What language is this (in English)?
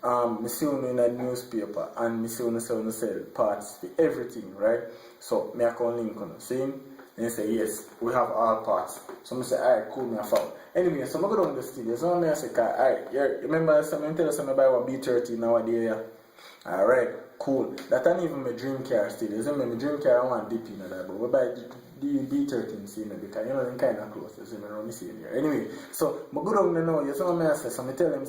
Jamaican Creole English